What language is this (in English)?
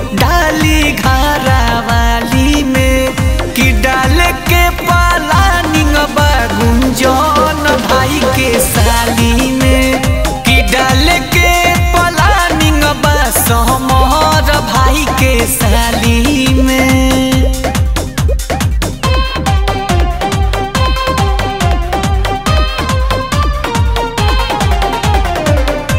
Bhojpuri